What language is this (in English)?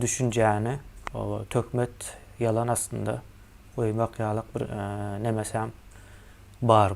Turkmen